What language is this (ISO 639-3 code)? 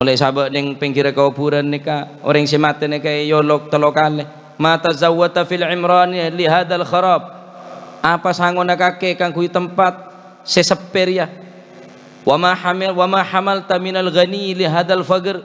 mad